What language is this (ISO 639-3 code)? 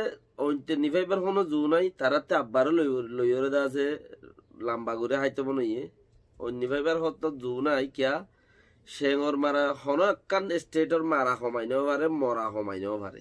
rhg